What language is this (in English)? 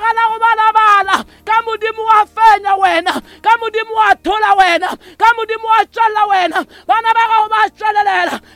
Northern Sotho